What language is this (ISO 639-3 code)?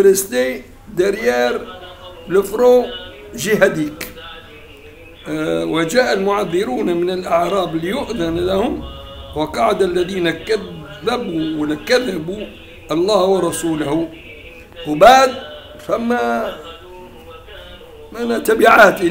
ara